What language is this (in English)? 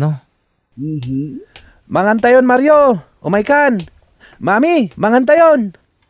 Iloko